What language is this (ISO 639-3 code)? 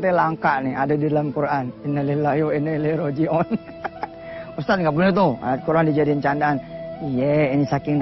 ind